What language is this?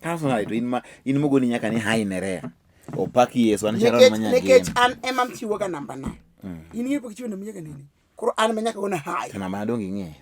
Luo (Kenya and Tanzania)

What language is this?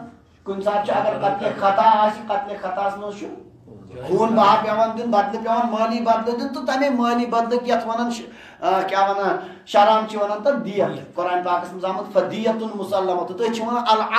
Kashmiri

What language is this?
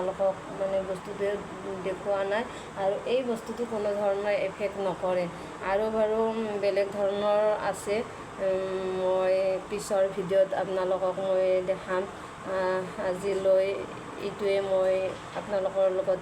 Assamese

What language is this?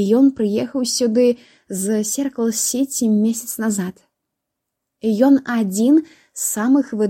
Belarusian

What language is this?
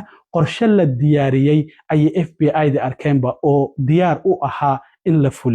Somali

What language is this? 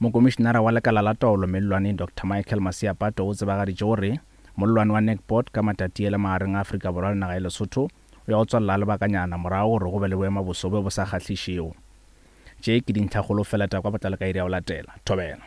Northern Sotho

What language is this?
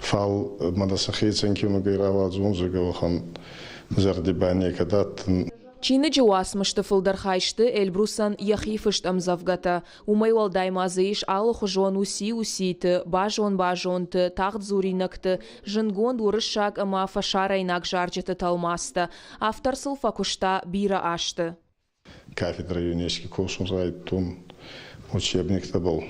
Ossetic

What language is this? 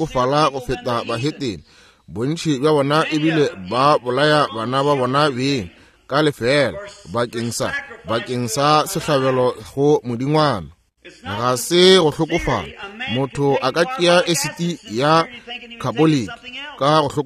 Northern Sotho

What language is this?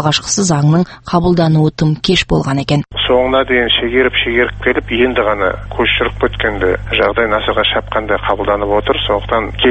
Kazakh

